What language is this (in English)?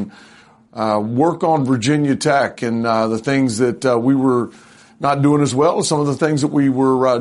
English